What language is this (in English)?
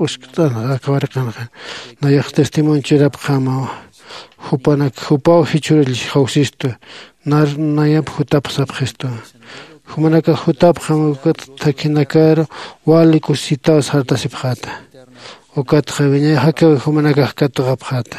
Aymara